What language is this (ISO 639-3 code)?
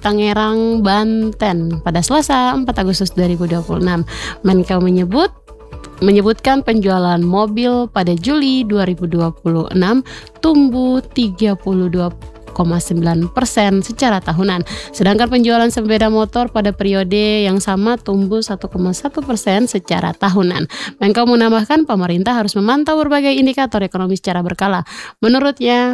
ind